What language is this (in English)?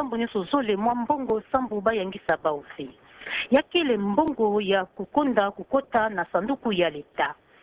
Kituba (Democratic Republic of Congo)